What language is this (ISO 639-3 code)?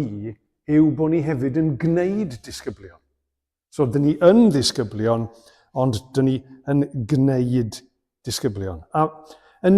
cym